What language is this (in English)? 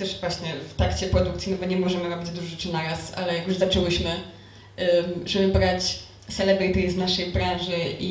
Polish